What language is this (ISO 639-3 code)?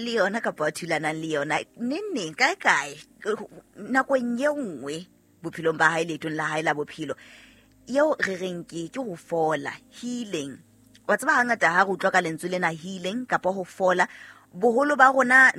sot